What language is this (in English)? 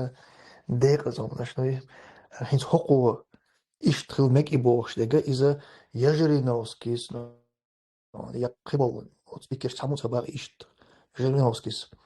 Chechen